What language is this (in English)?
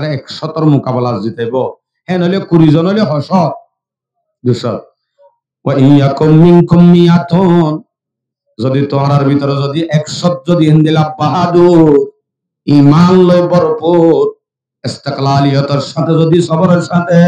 Rohingya